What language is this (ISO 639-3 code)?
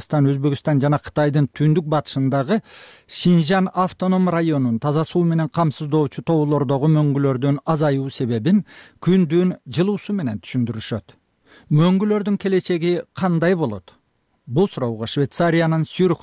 kir